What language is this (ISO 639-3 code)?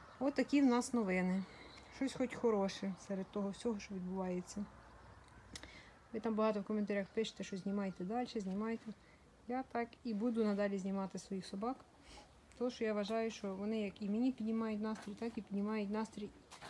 ukr